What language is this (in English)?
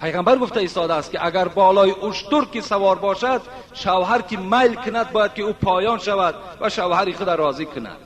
Tajik